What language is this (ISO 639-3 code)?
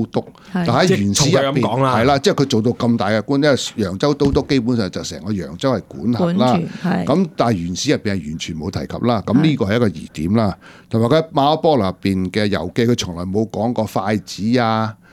yue